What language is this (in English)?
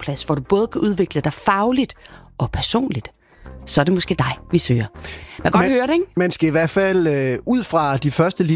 Danish